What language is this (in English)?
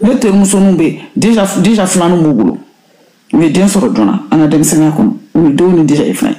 Bambara